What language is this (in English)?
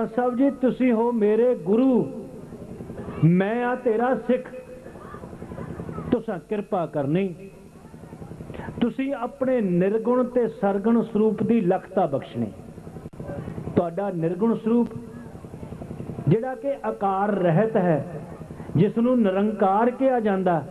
Punjabi